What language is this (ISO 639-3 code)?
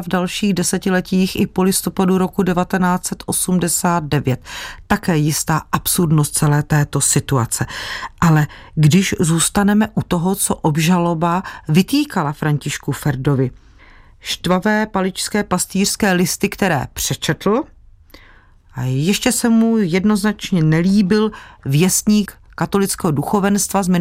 ces